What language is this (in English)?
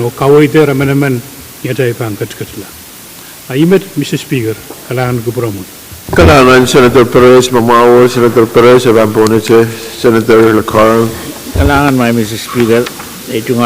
Pohnpeian